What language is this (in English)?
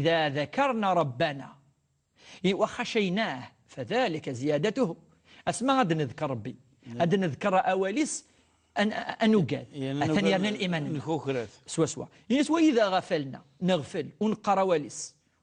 Kabyle